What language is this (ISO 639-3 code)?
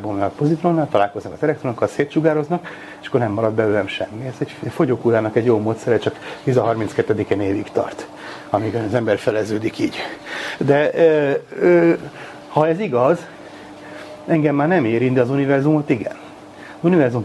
hun